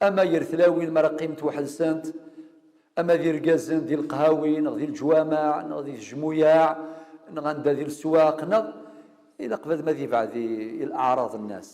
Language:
Kabyle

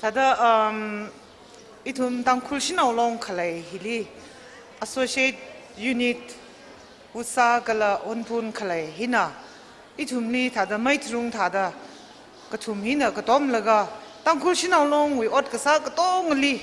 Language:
Tangkhul Naga (India)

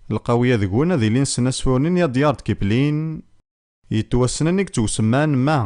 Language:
Kabyle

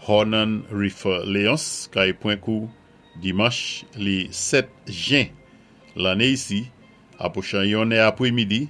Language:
Saint Lucian Creole French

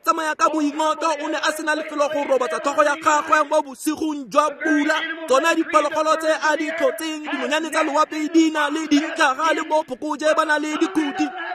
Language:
Tswana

